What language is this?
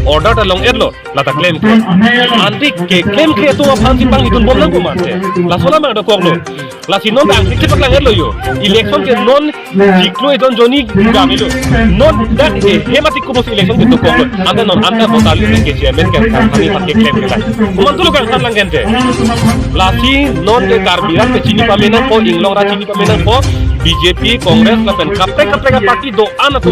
Karbi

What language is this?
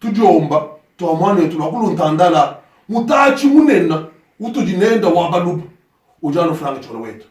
Luba-Lulua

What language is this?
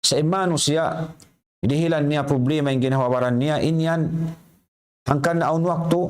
Tausug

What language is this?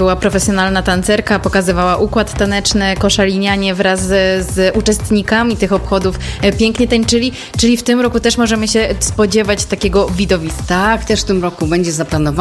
Polish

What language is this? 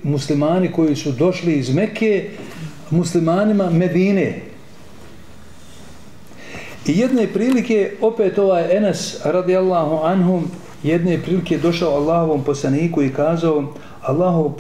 Bosnian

